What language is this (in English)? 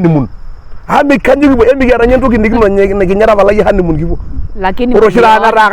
Masai